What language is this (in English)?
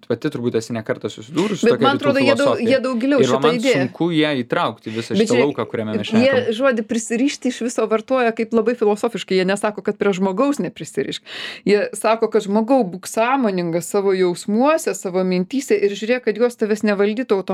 Lithuanian